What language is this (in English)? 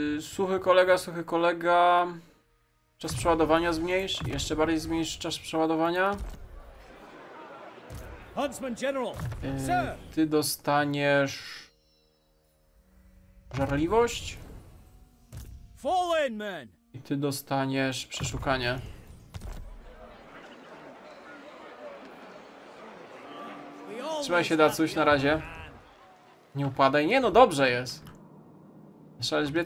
Polish